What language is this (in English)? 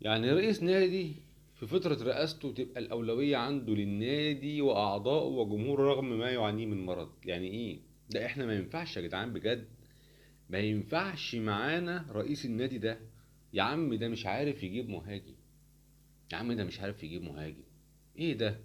Egyptian Arabic